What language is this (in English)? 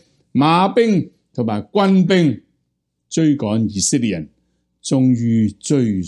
Cantonese